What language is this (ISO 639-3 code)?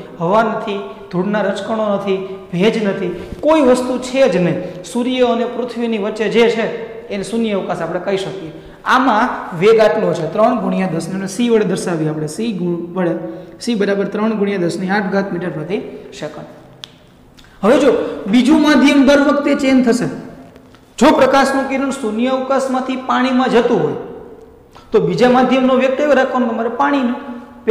guj